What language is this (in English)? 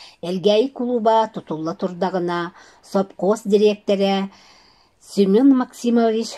Yakut